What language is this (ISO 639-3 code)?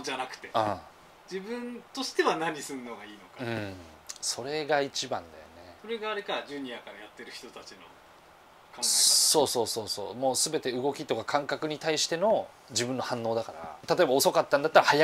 jpn